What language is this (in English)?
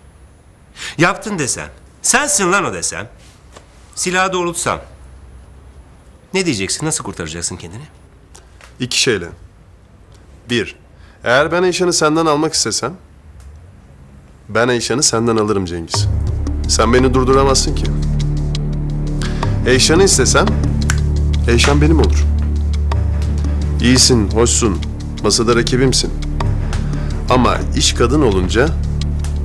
Turkish